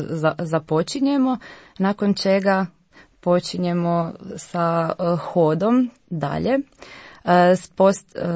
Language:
Croatian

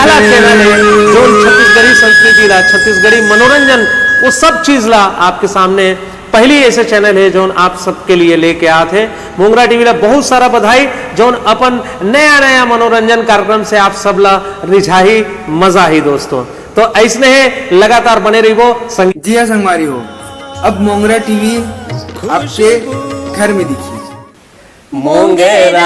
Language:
Chhattisgarhi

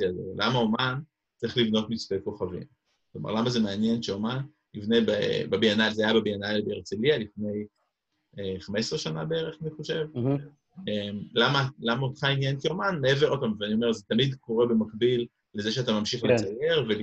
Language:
Hebrew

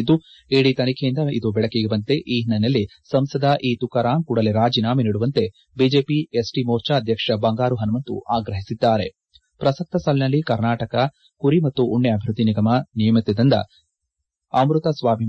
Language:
Kannada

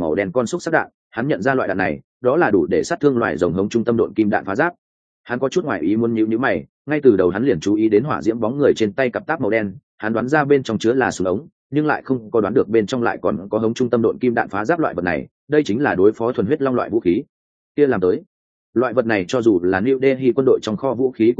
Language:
Vietnamese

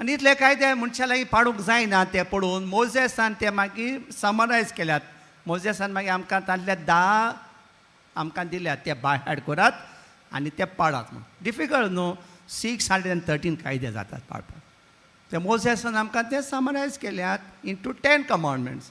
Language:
Konkani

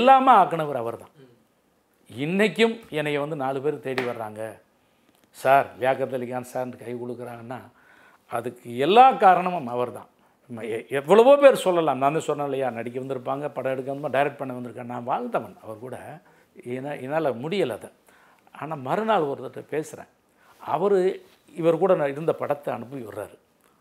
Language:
Tamil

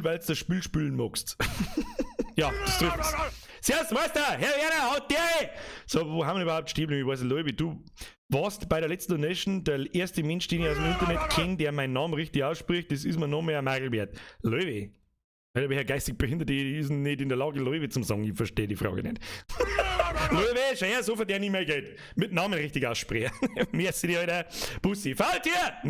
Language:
Bavarian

